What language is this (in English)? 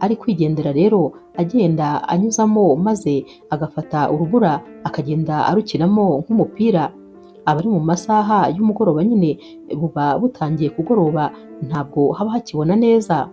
Kinyarwanda